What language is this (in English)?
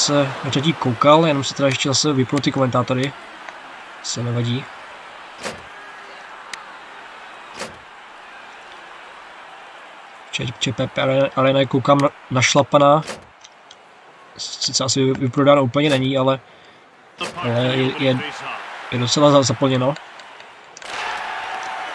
Czech